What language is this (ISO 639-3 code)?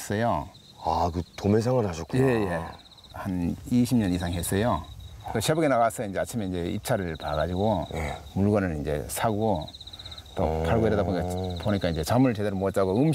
kor